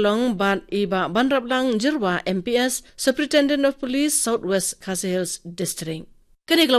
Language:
Khasi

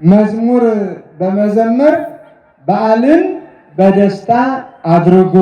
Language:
Amharic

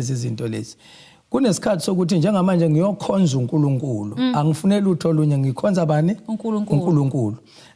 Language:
Zulu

